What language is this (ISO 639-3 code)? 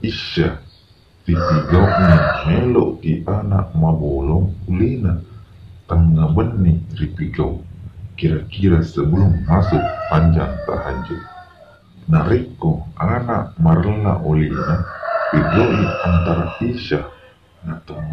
bug